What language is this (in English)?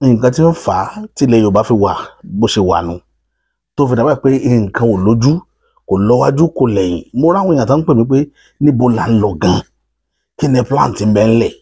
Yoruba